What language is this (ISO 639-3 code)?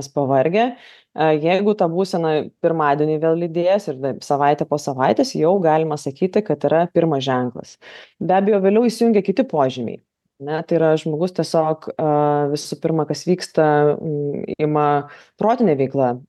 lit